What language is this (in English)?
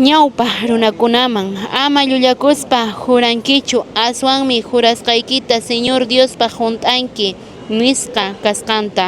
Quechua